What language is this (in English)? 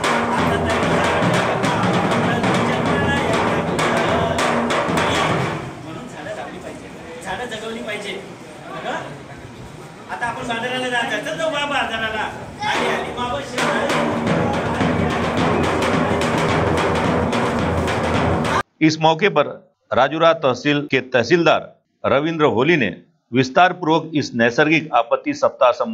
Marathi